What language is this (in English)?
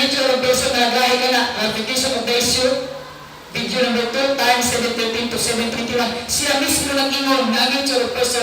Cebuano